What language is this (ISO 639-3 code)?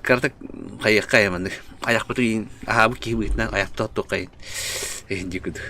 sah